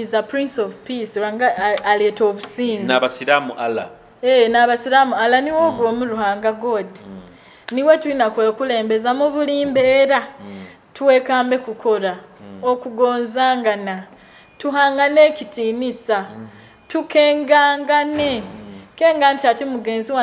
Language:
Nyoro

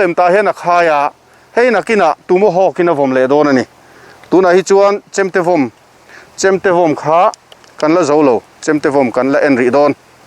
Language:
Mizo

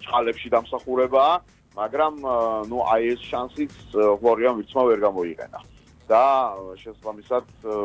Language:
Georgian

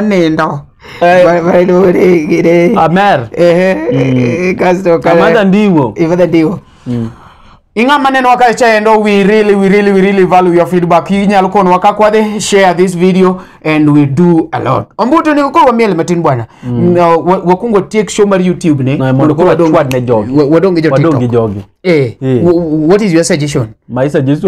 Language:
Luo (Kenya and Tanzania)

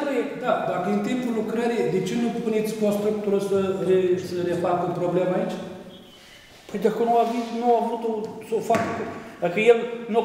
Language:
Romanian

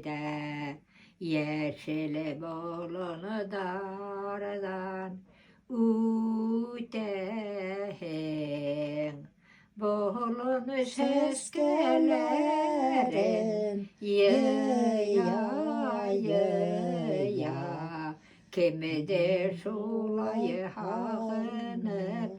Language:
Bashkir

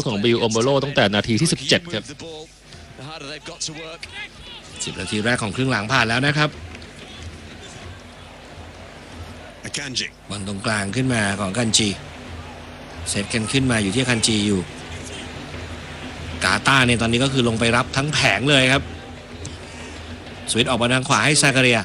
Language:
Thai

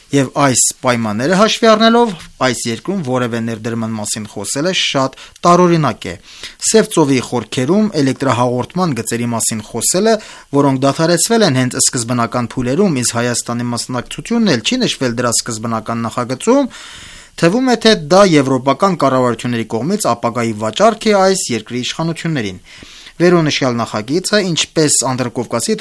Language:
Armenian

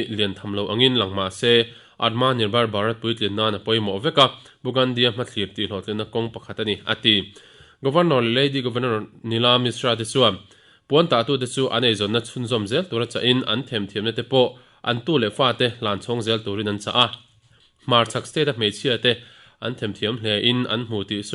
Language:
Mizo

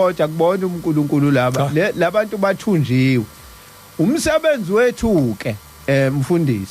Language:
Zulu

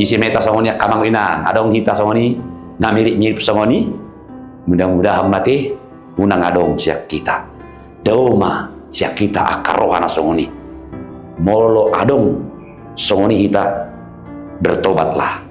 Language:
Batak Toba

